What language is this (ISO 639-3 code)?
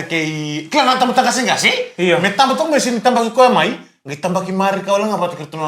fij